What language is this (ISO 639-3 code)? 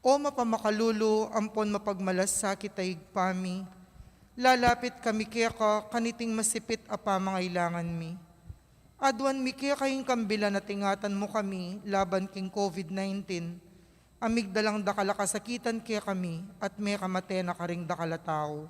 pam